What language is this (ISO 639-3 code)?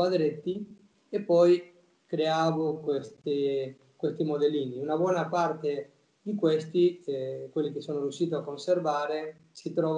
ita